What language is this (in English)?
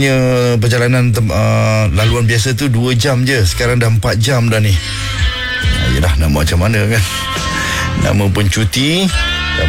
Malay